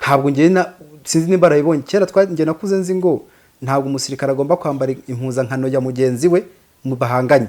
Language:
Kinyarwanda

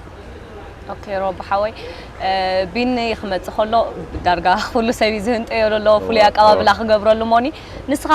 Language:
Tigrinya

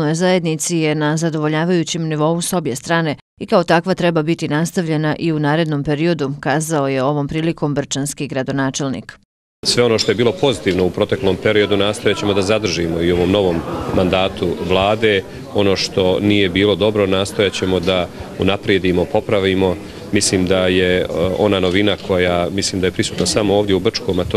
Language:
Bosnian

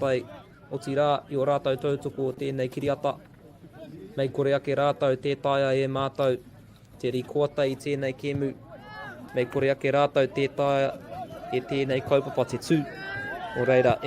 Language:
Māori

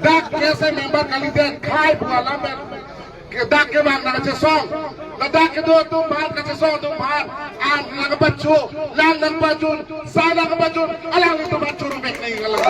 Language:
Karbi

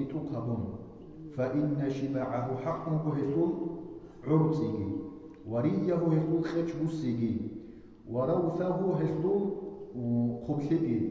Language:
Avaric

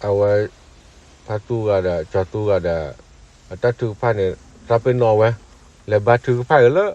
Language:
S'gaw Karen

